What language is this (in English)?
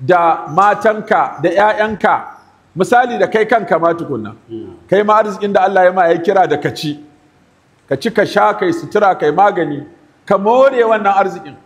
Hausa